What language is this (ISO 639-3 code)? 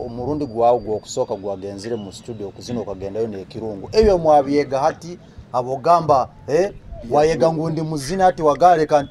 nyo